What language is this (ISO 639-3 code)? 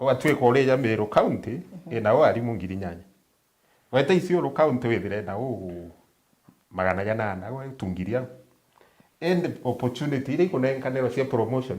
mer